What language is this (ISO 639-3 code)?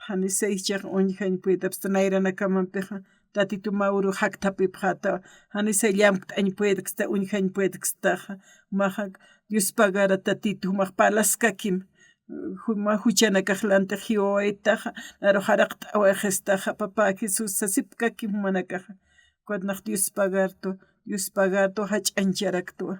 aym